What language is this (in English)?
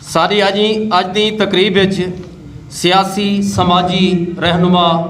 Saraiki